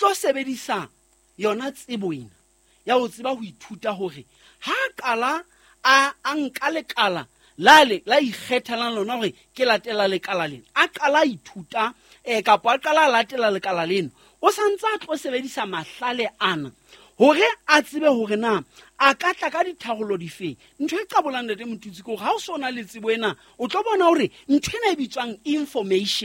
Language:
Southern Sotho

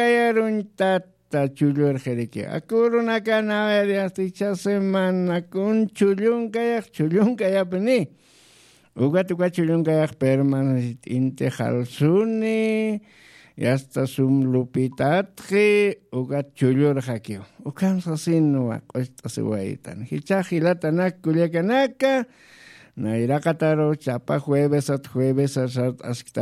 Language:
Aymara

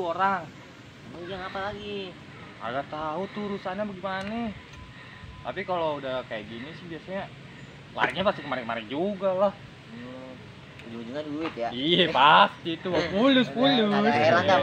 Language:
Betawi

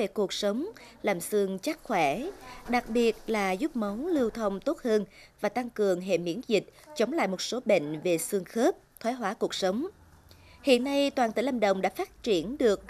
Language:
Vietnamese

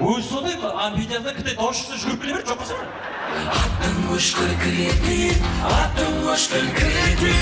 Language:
Kara-Kalpak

